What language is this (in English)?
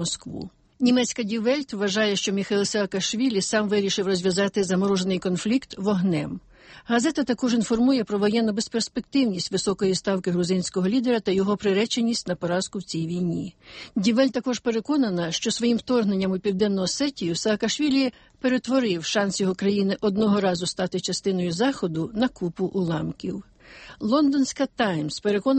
Ukrainian